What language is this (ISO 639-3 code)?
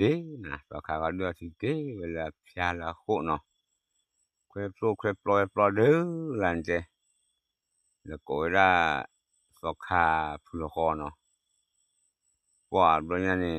ksw